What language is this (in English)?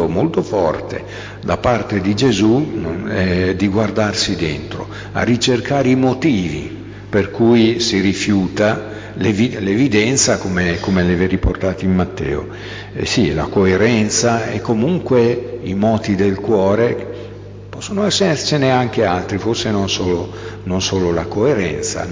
Italian